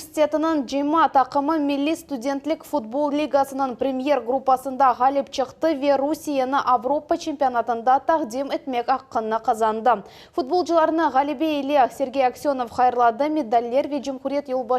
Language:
Crimean Tatar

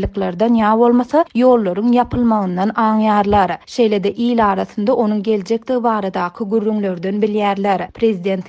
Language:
Turkmen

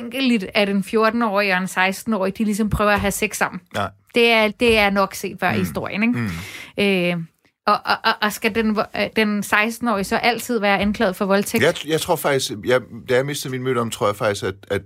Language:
Danish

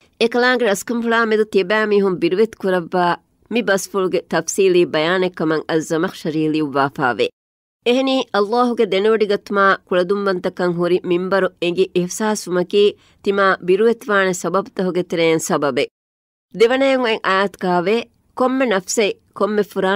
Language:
Divehi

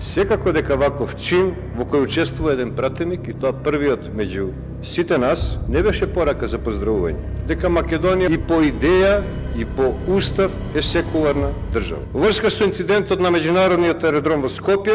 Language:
Macedonian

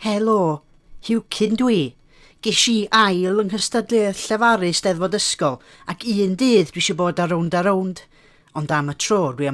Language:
Welsh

